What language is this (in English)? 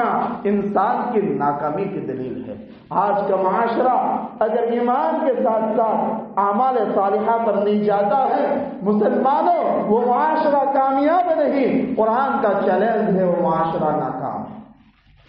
Urdu